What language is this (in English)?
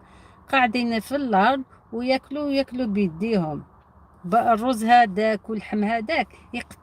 Algerian Arabic